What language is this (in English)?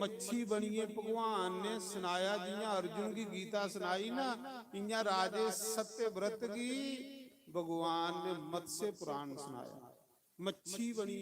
Dogri